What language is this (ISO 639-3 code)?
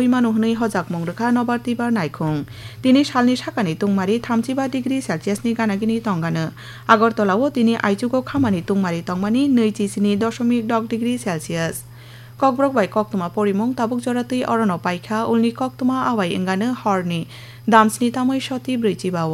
trp